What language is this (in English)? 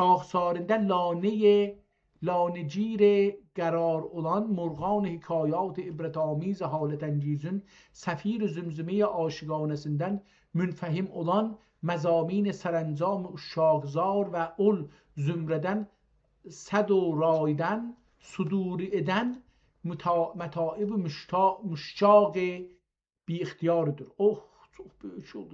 South Azerbaijani